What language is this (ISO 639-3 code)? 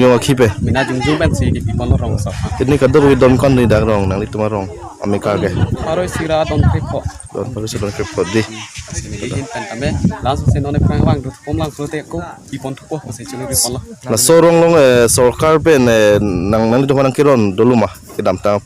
mjw